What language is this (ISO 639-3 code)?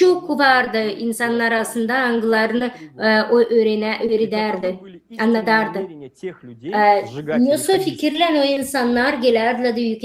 gag